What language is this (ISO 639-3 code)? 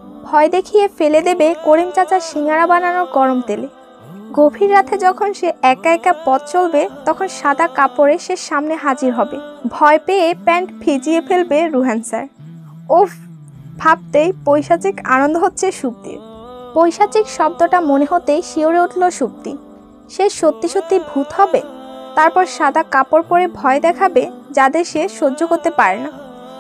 ben